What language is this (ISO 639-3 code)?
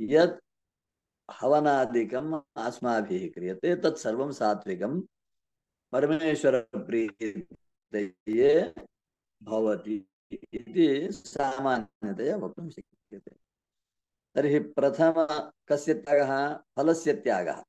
san